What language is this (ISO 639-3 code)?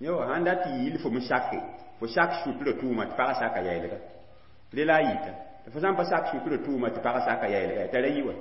mos